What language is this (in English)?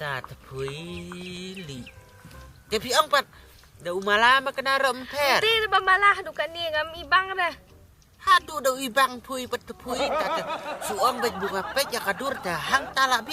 Khasi